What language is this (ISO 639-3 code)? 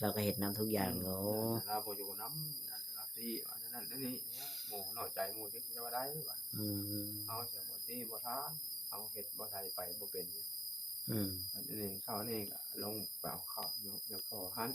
tts